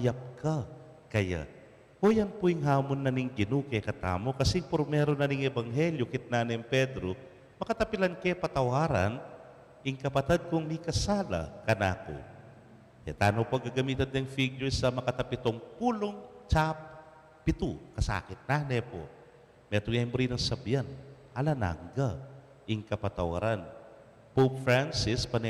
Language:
Pampanga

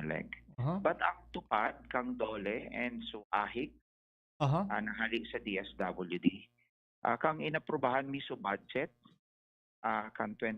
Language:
Bikol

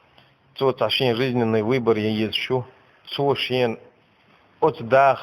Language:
Chechen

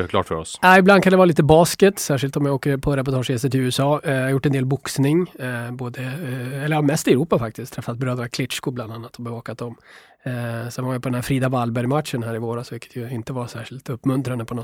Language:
Swedish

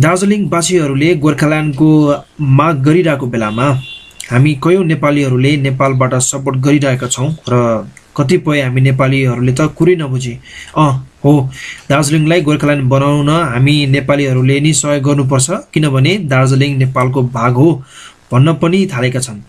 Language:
Nepali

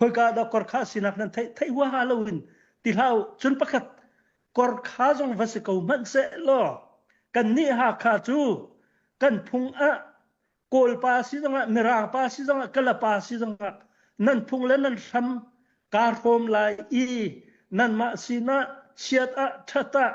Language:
Hakha Chin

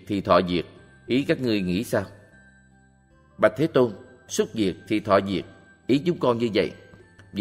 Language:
Vietnamese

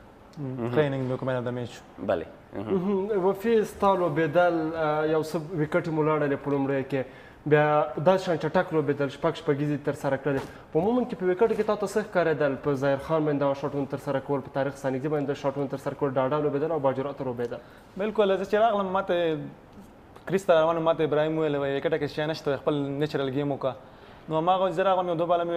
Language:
Pashto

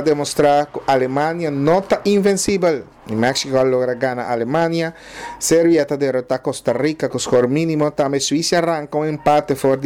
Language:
Papiamento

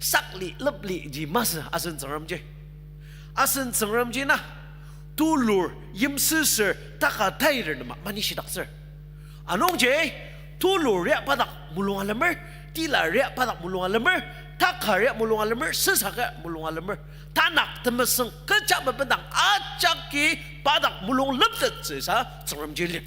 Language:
Ao Naga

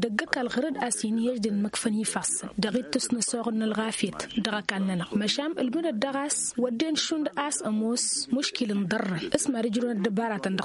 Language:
Tamasheq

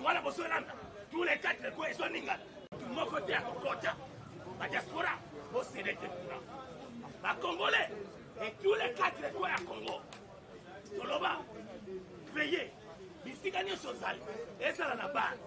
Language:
Lingala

